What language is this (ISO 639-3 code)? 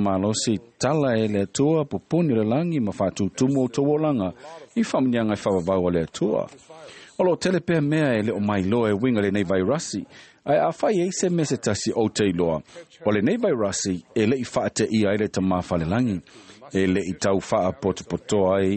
smo